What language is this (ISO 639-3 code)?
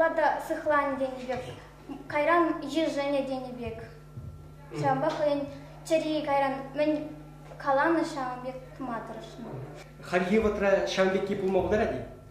chv